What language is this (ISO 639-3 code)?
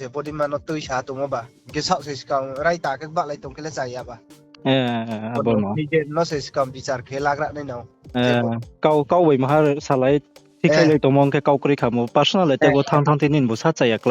ria